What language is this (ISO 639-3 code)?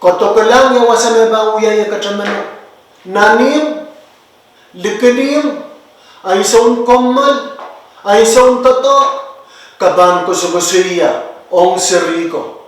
pon